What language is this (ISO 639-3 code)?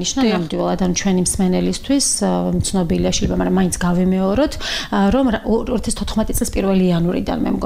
kat